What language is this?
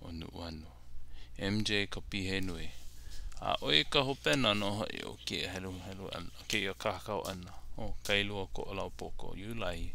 Hawaiian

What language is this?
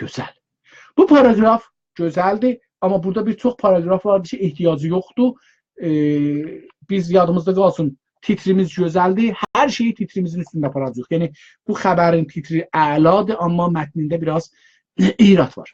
South Azerbaijani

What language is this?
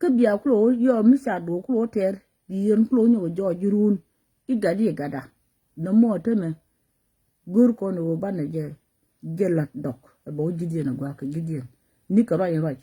Nuer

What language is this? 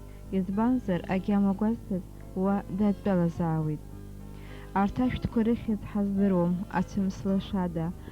Abkhazian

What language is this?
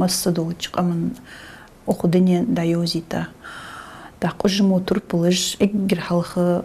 Ingush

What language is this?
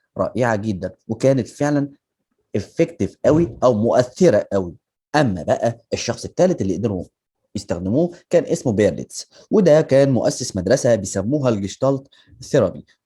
Egyptian Arabic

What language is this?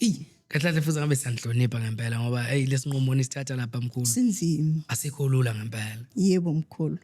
Zulu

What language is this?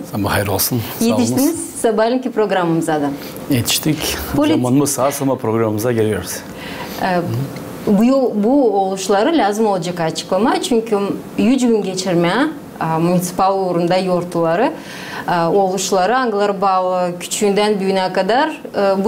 Gagauz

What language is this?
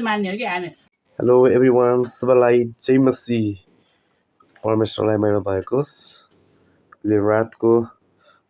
Nepali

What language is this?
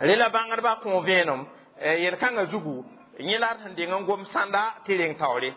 Mossi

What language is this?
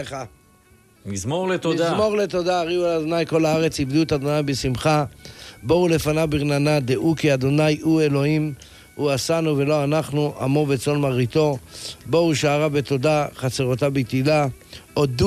Hebrew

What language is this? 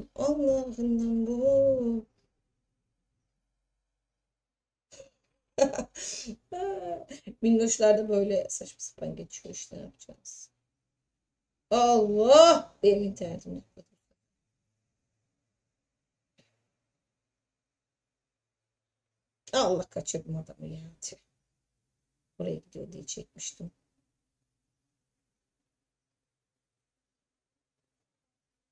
Turkish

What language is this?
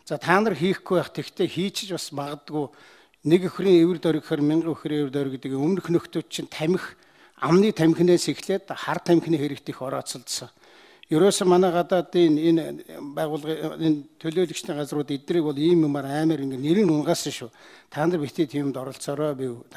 Mongolian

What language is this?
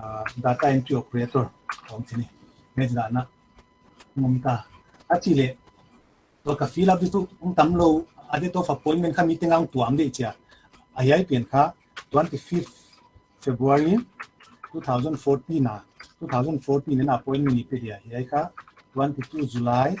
Paite Chin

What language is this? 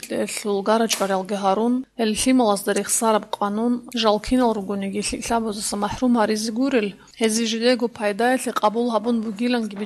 Avaric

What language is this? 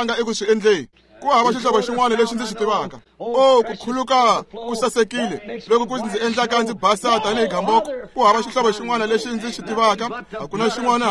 Tsonga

